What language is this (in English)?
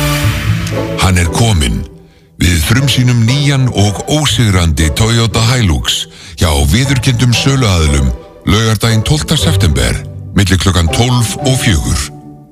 Icelandic